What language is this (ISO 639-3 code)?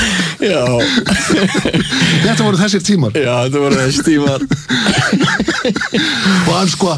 isl